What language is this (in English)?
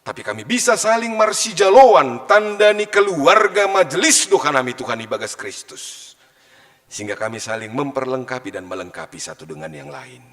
Batak Simalungun